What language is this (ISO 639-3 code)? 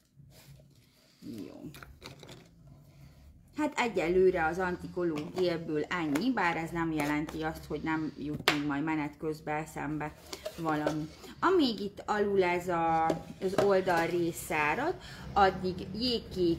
hun